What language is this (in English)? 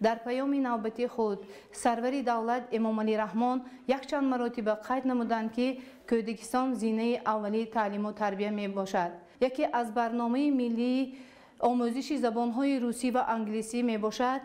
Tajik